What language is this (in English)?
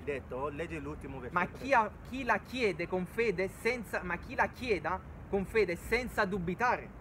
Italian